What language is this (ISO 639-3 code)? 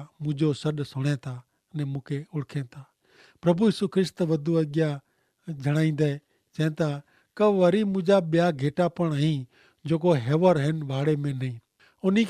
kfr